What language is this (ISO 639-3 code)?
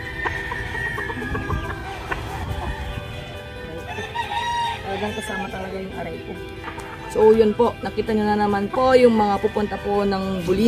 fil